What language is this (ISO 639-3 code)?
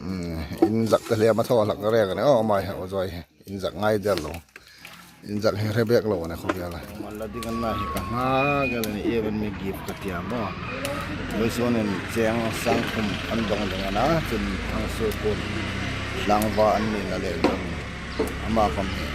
hmr